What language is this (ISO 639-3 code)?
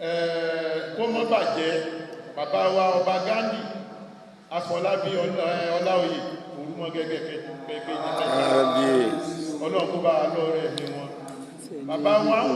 yor